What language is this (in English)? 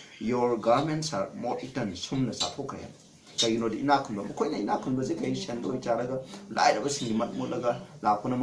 Manipuri